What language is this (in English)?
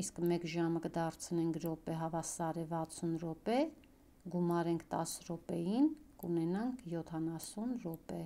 Armenian